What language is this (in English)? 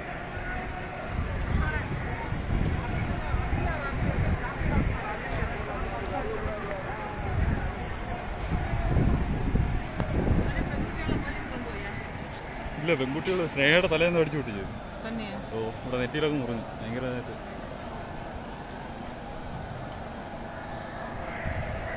Malayalam